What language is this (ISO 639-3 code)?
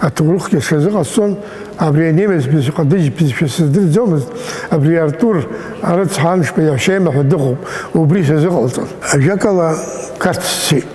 abk